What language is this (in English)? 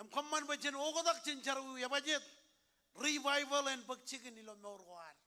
Marshallese